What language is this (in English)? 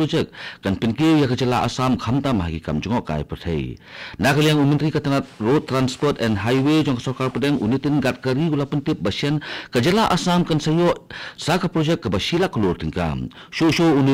Khasi